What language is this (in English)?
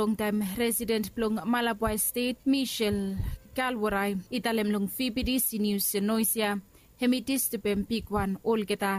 Bislama